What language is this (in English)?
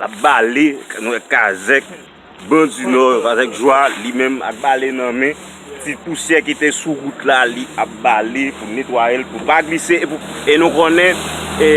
Haitian Creole